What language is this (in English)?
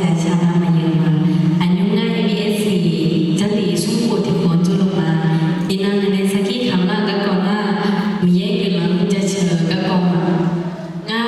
Akha